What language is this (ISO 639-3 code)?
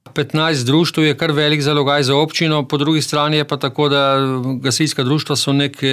slv